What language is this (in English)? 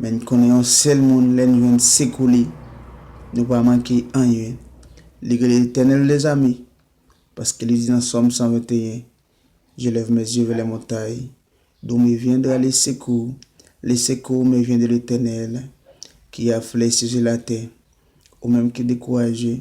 Haitian Creole